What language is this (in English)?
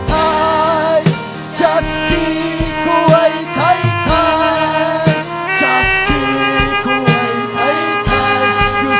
Ayacucho Quechua